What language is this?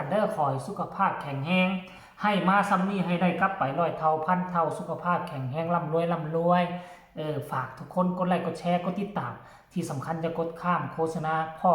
Northeastern Thai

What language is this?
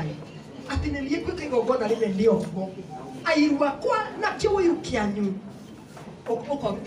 Kikuyu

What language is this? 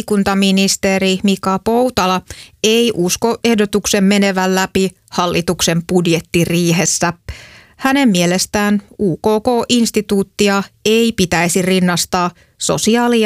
Finnish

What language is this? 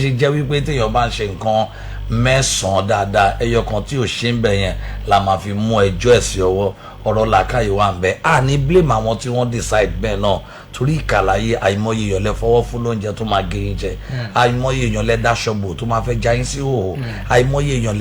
Yoruba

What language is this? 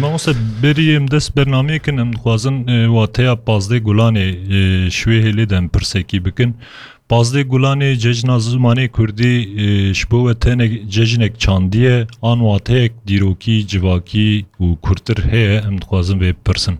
Kurdish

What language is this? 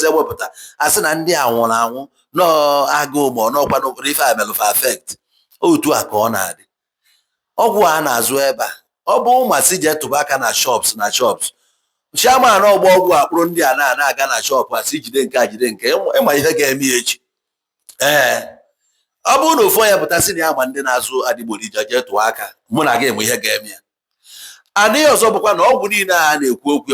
Igbo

